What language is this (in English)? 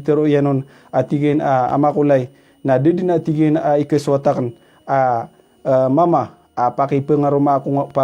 Maranao